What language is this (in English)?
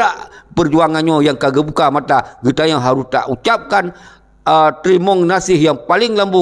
Achinese